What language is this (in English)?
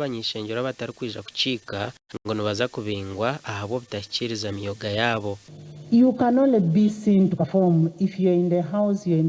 Nyankole